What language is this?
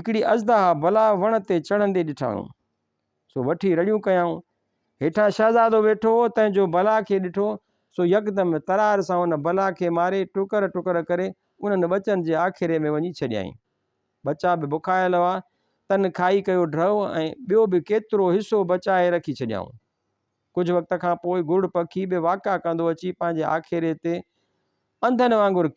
Sindhi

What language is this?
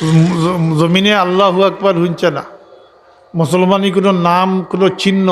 Sylheti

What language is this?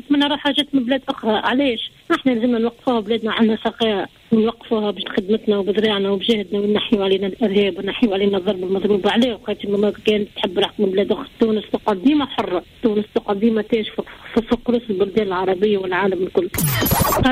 Tunisian Arabic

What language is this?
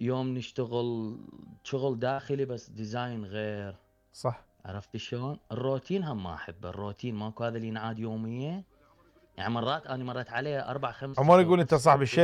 Mesopotamian Arabic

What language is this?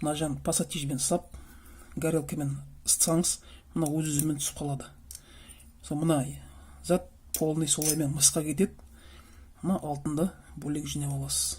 Kazakh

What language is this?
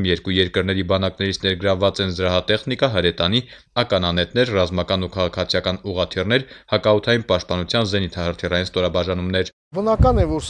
Armenian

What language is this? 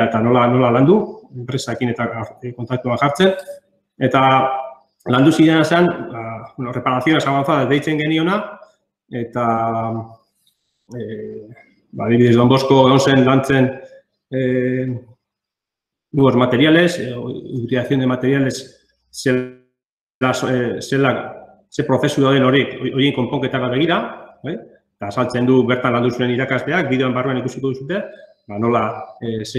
Basque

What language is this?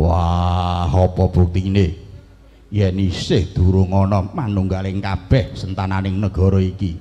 Javanese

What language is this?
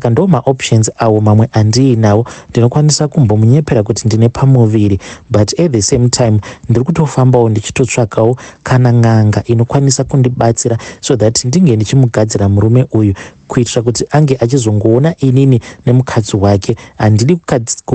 Shona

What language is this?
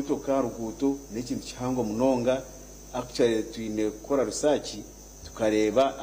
Nyankole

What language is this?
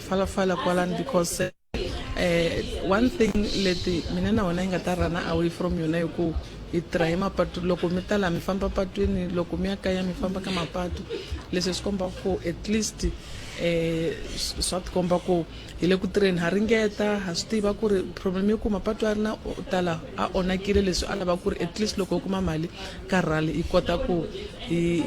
Tsonga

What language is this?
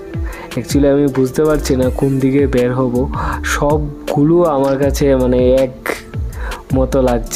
Bangla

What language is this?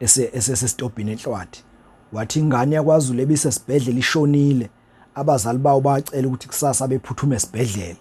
Zulu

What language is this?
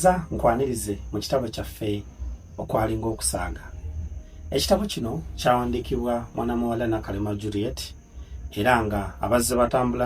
Ganda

